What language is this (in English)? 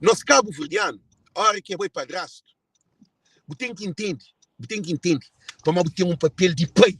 Kabuverdianu